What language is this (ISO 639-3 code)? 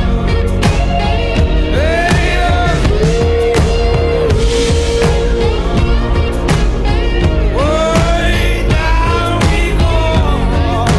isl